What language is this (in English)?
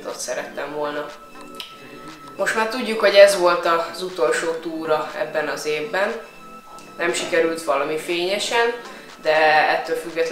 Hungarian